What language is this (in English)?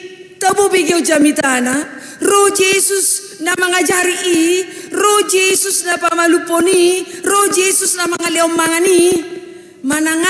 Batak Toba